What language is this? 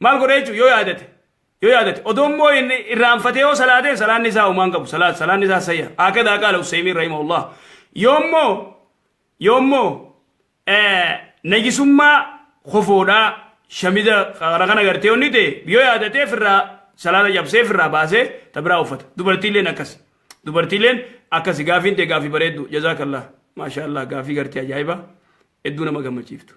Oromo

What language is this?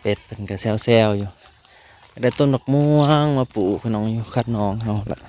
Northeastern Thai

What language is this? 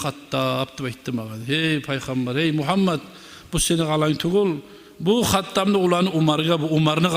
Kumyk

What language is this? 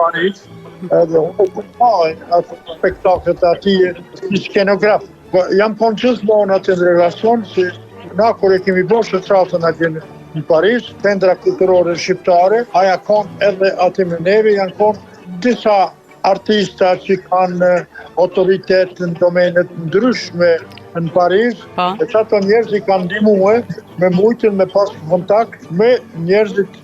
Albanian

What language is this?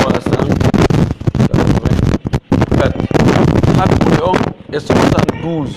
Pular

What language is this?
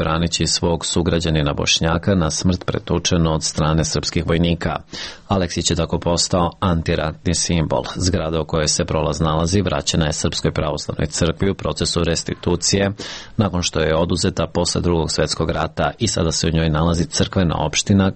Serbian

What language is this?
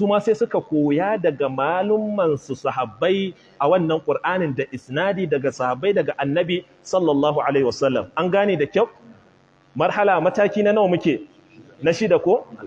Hausa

